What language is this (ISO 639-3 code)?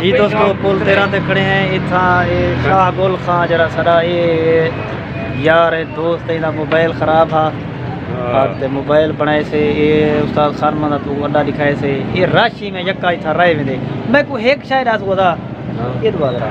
skr